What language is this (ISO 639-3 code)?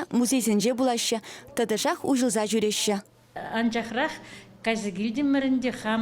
chv